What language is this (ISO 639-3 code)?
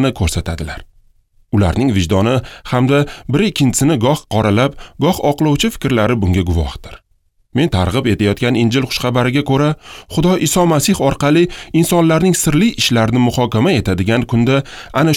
uzb